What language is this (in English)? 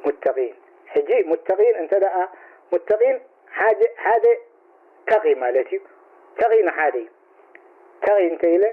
Tigrinya